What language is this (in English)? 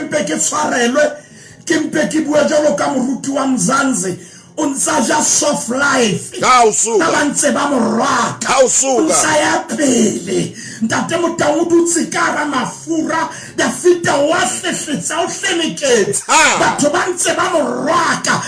Southern Sotho